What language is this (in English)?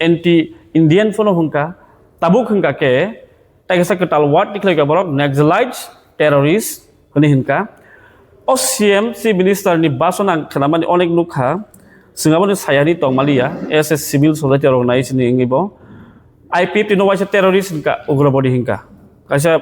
Kok Borok